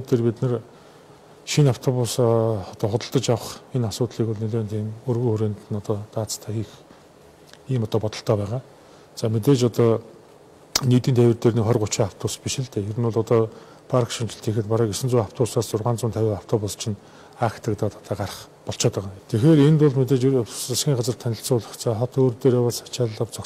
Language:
Mongolian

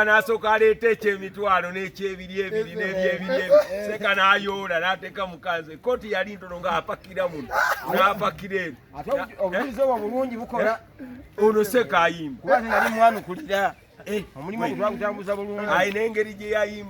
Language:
Ganda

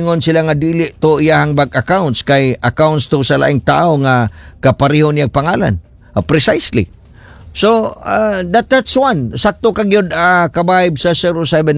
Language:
Cebuano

